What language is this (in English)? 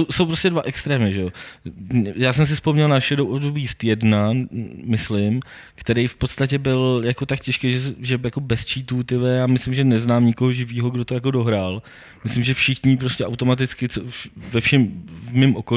Czech